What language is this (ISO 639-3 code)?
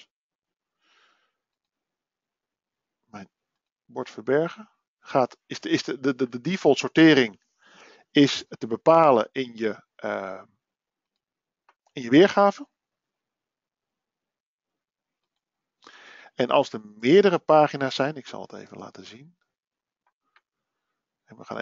nld